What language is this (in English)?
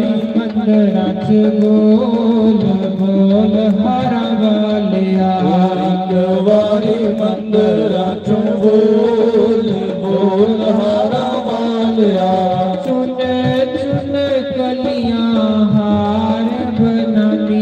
Dogri